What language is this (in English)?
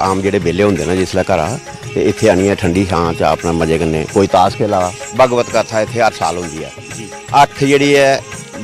Dogri